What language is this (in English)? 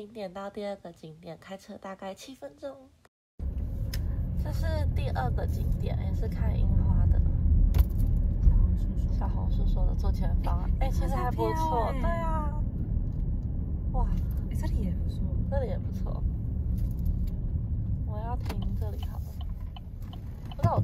Chinese